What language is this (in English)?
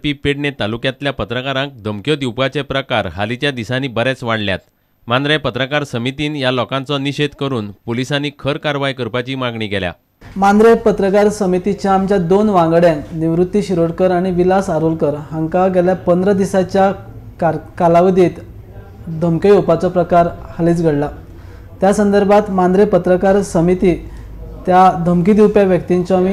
Konkani